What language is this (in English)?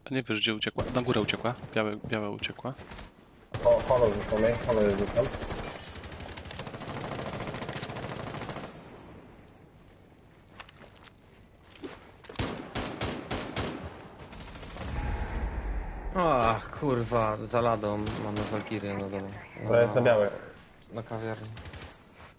Polish